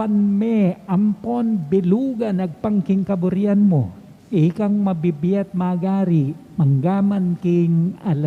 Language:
Pampanga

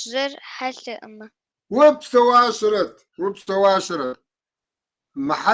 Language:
Kabardian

